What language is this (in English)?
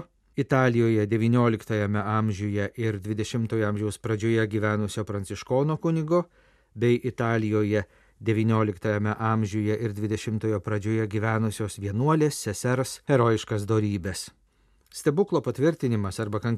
Lithuanian